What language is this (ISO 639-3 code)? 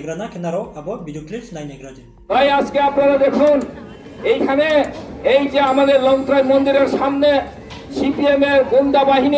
ria